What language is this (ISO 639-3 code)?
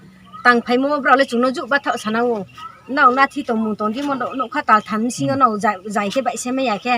ria